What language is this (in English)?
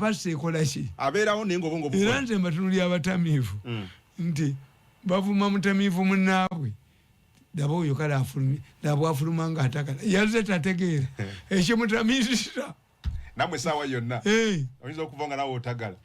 Ganda